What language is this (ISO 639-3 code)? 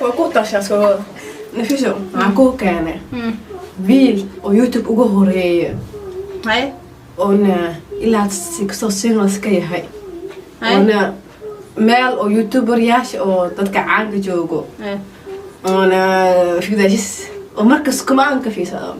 som